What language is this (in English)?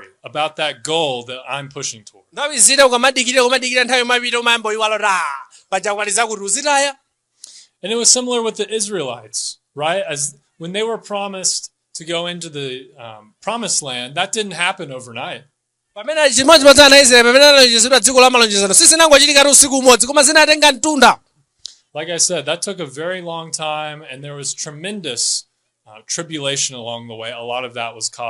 Nyanja